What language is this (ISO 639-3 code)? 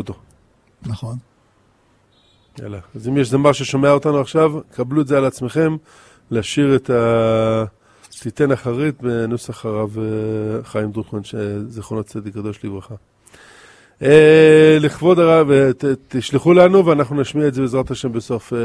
heb